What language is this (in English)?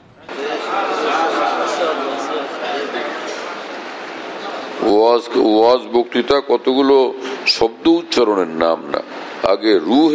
Bangla